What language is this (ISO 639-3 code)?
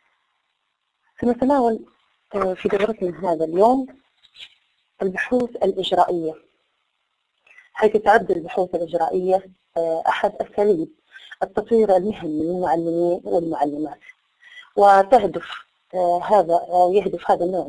ara